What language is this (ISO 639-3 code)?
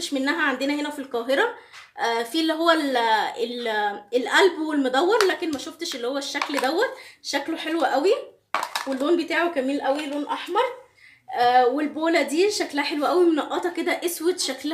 arz